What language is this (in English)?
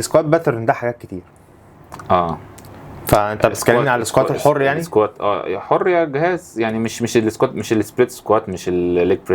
Egyptian Arabic